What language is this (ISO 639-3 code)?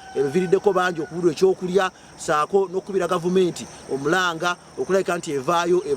lug